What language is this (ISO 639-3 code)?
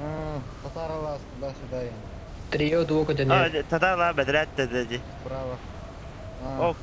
sah